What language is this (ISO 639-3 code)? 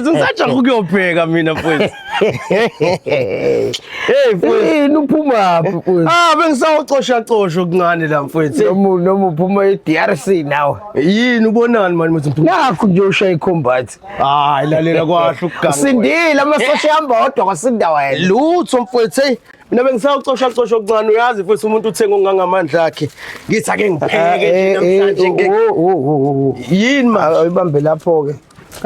zul